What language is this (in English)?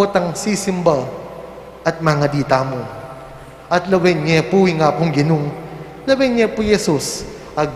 Pampanga